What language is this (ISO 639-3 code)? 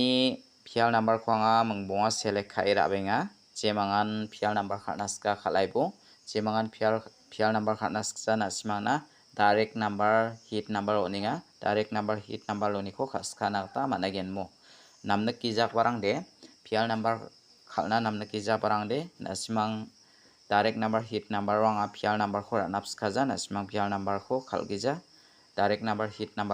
grt